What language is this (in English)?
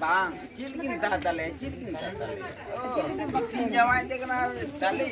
Santali